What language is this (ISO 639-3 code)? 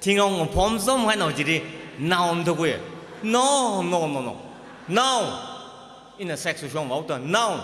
nmf